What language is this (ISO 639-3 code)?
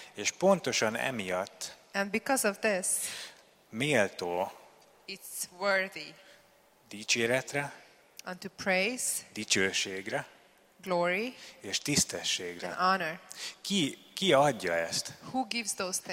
hun